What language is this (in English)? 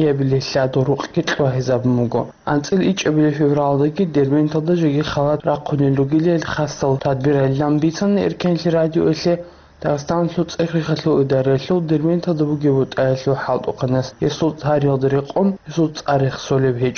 Avaric